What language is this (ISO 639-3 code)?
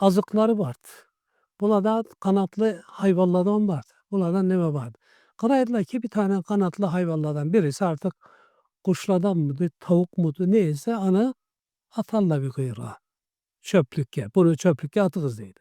krc